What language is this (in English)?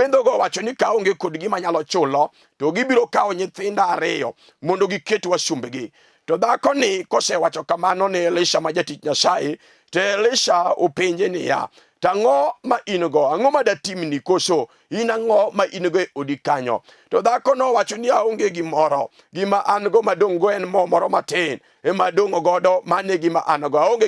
Luo (Kenya and Tanzania)